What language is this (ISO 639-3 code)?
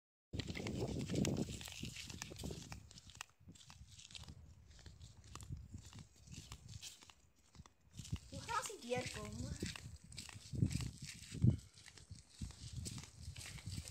afr